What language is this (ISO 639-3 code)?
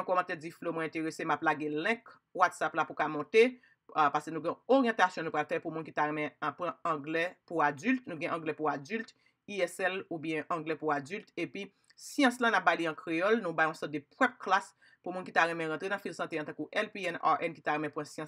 hat